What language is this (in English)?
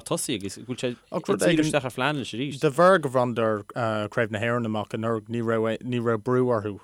Irish